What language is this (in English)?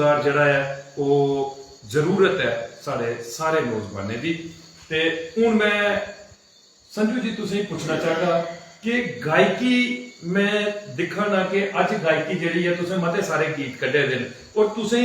Dogri